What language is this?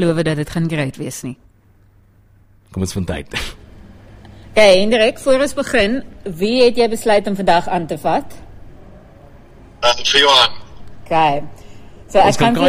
Afrikaans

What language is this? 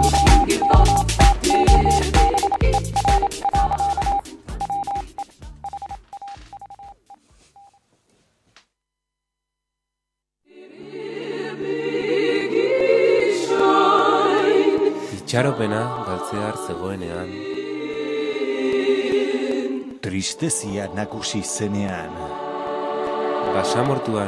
Basque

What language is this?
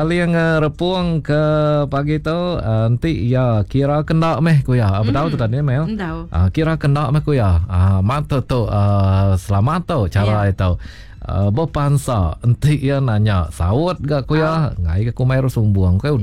Iban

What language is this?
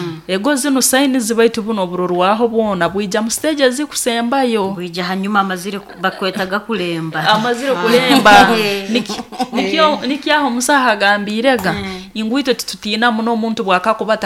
Nyoro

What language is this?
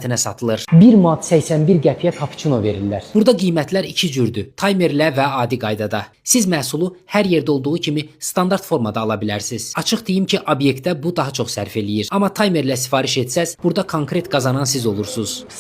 Azerbaijani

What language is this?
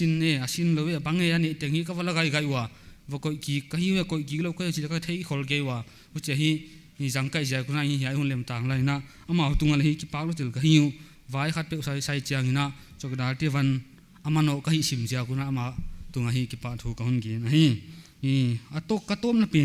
Paite Chin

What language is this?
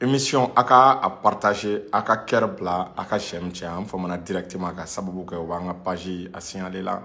Bambara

